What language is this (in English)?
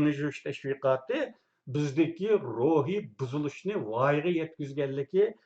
Uyghur